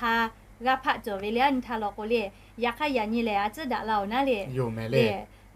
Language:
Lahu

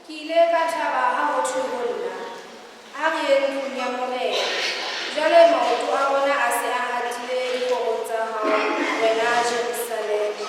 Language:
Southern Sotho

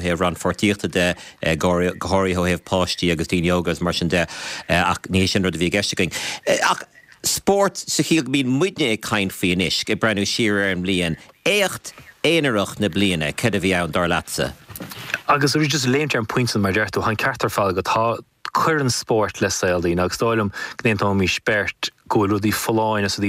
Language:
Irish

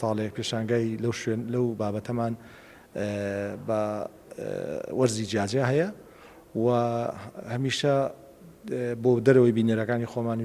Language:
Central Kurdish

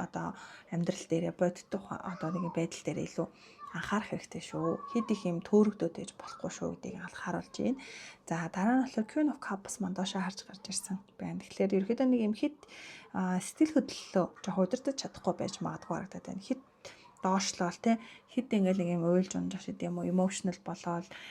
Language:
Mongolian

